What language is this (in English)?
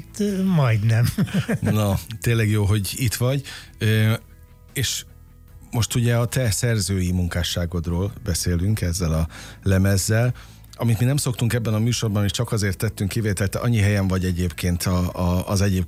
Hungarian